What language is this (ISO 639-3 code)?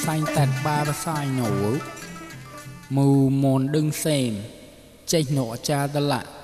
mnw